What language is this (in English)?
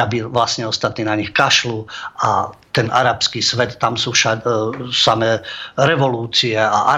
Slovak